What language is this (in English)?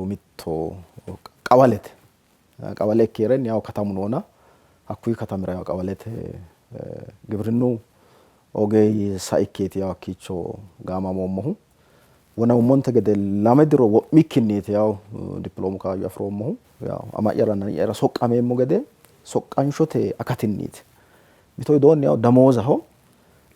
Sidamo